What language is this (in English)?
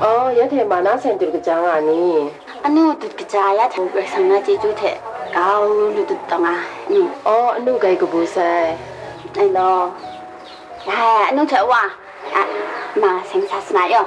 Kachin